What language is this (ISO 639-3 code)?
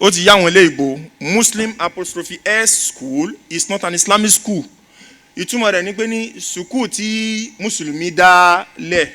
yor